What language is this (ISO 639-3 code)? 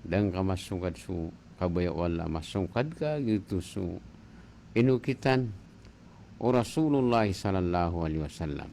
mrw